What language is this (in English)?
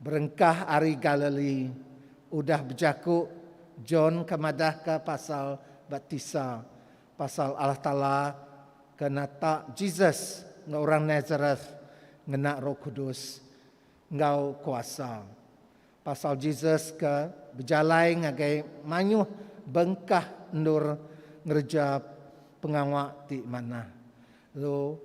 Iban